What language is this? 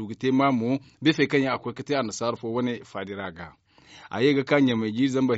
Zarma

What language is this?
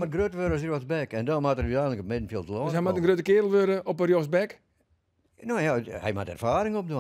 Western Frisian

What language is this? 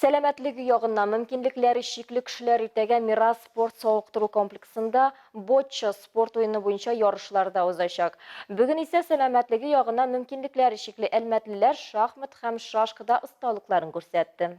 Tatar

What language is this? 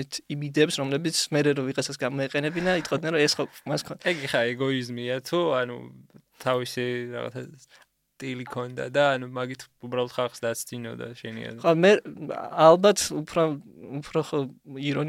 Georgian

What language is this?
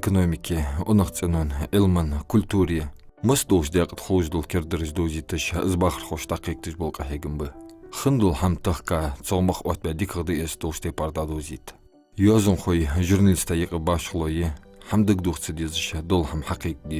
Ingush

